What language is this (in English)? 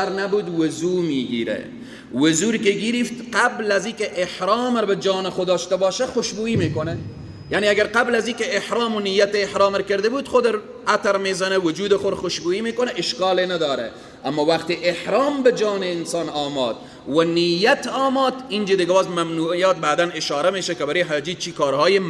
Persian